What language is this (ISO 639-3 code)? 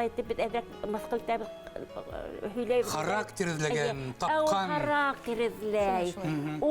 bak